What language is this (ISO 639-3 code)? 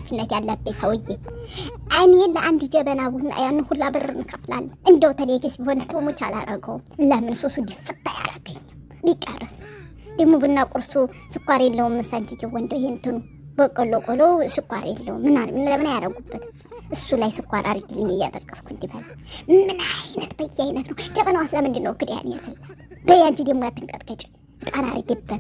amh